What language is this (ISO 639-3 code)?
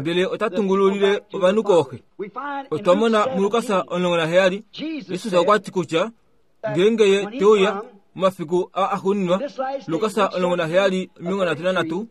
kua